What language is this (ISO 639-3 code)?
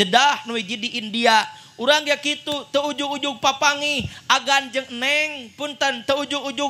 sun